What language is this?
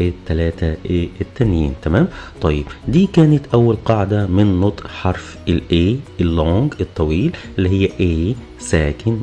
Egyptian Arabic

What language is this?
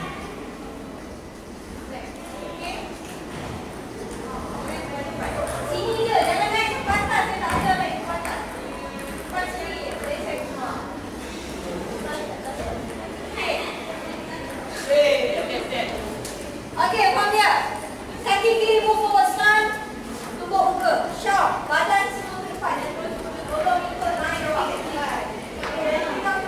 Malay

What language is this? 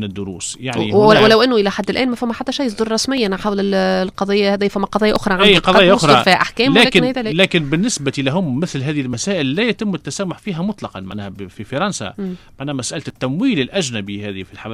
Tunisian Arabic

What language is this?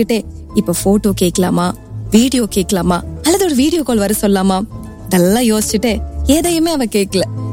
Tamil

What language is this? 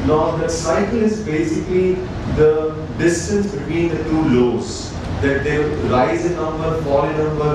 English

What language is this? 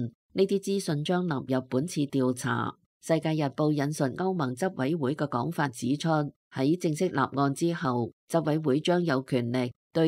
Cantonese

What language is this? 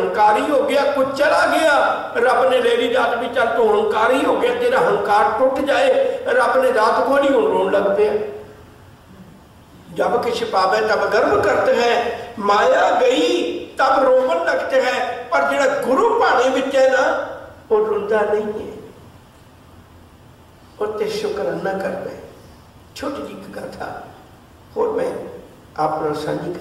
Punjabi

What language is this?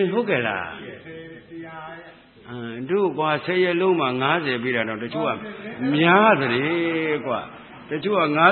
Burmese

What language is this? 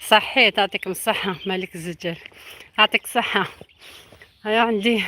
Algerian Arabic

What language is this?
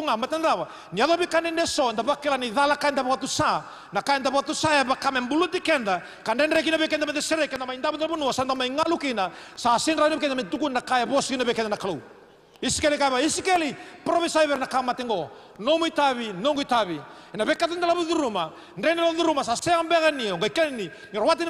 Fijian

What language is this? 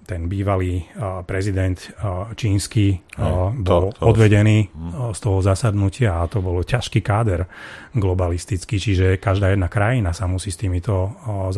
Slovak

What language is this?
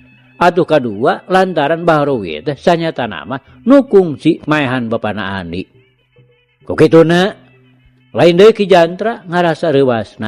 Sundanese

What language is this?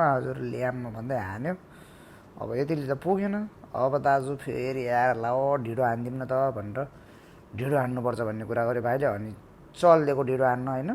Nepali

